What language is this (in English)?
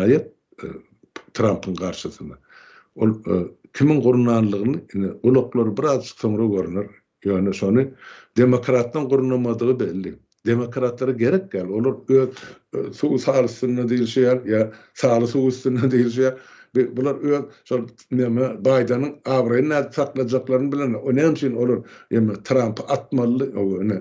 Turkmen